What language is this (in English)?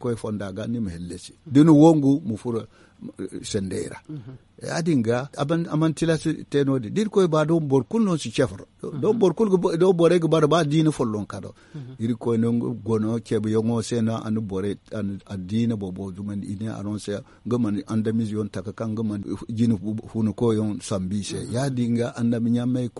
Zarma